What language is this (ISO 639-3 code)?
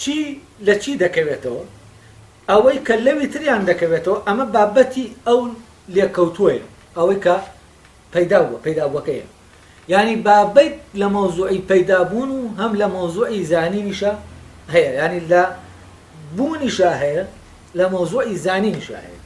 ckb